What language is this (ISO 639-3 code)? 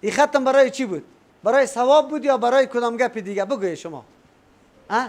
fas